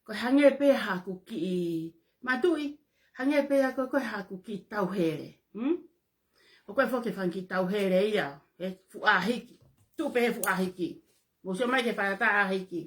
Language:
Tongan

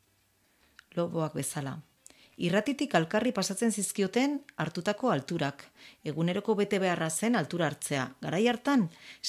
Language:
Basque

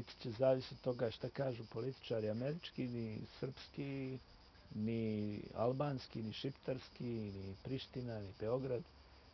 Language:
Bosnian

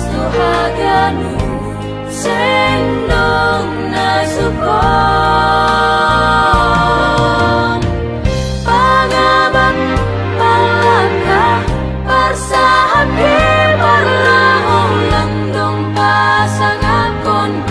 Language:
Batak Simalungun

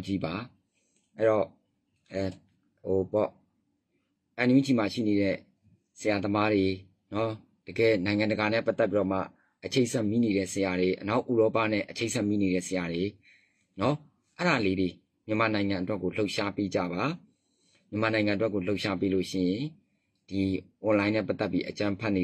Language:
Burmese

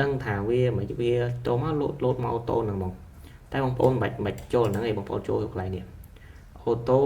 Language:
Khmer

